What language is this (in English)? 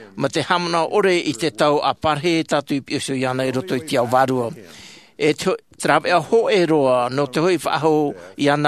Tahitian